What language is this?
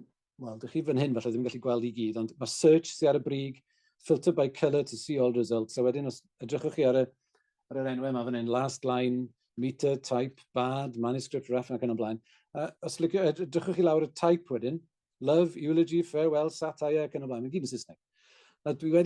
Welsh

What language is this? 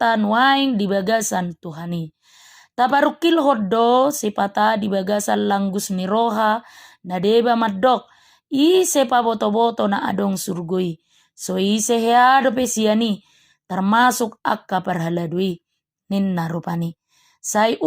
Batak Toba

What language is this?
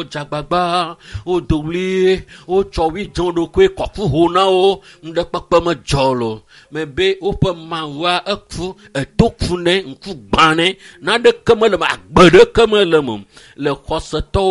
Ewe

